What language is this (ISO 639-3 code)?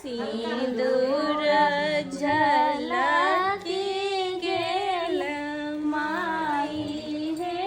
mai